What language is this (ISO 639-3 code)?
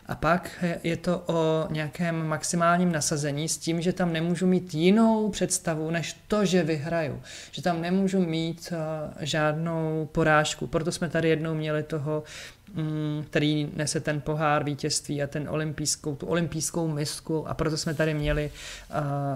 ces